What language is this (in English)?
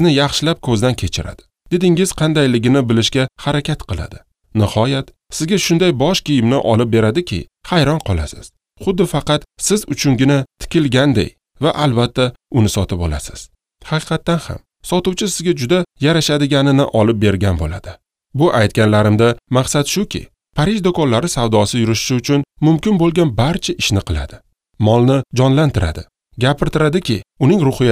Uzbek